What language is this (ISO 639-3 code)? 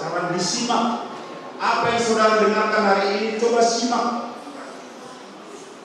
ind